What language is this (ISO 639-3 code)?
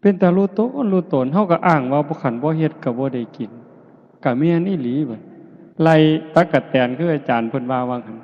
tts